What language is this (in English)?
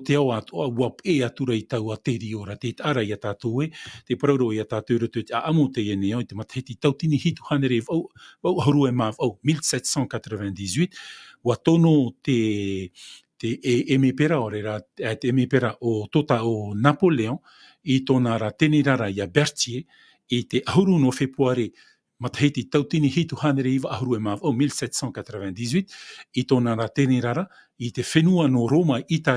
Tahitian